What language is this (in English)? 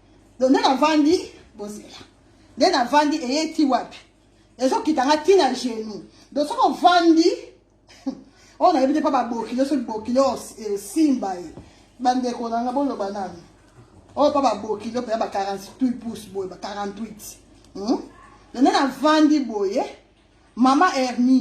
Lingala